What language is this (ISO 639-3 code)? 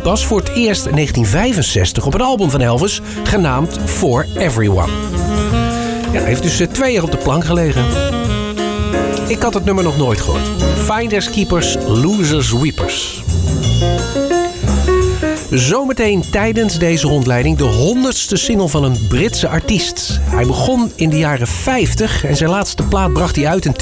nld